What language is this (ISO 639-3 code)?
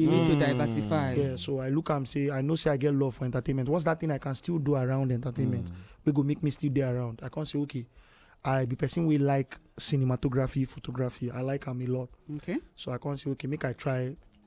pcm